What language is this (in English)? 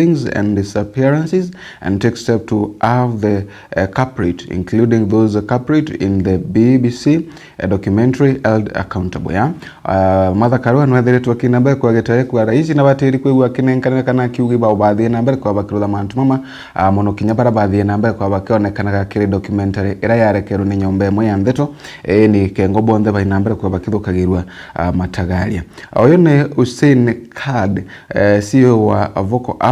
Meru